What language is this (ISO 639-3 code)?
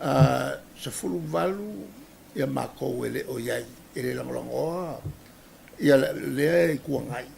smo